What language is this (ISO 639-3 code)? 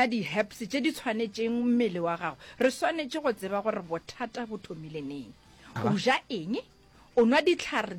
nso